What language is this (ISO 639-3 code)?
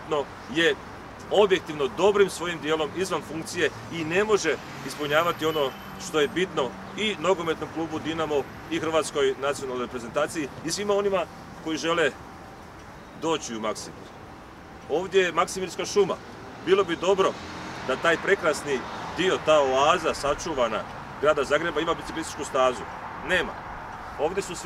hrv